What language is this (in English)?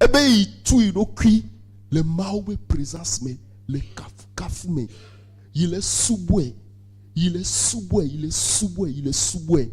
Ewe